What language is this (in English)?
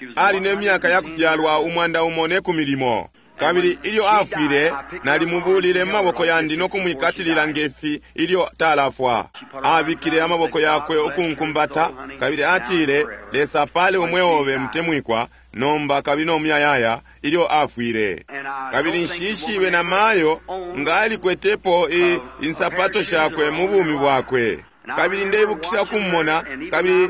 Bemba